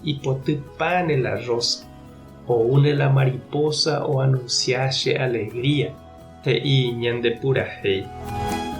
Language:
Guarani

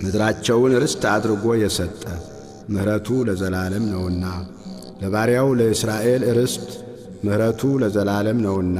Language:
Amharic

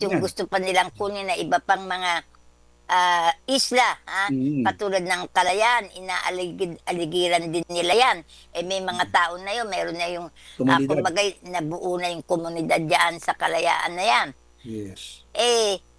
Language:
Filipino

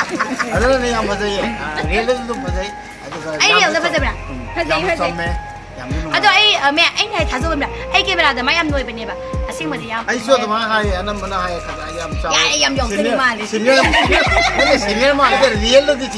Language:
Manipuri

